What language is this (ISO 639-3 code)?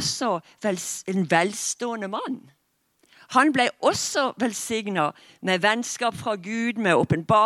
nor